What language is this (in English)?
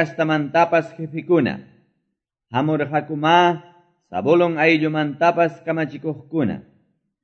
Quechua